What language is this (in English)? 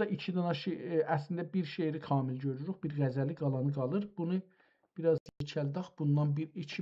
South Azerbaijani